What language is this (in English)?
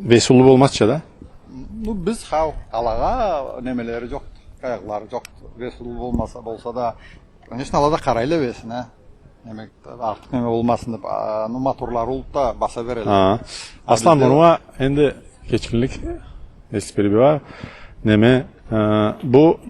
Karachay-Balkar